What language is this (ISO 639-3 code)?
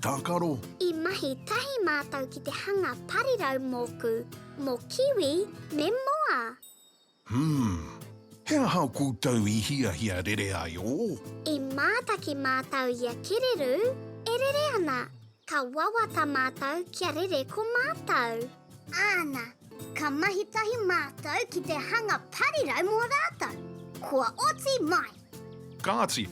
mri